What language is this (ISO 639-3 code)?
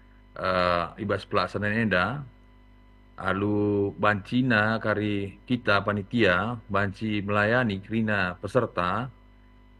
btx